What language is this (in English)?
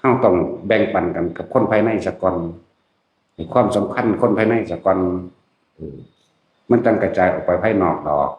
Northeastern Thai